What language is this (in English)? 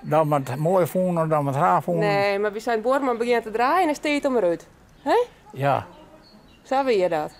Western Frisian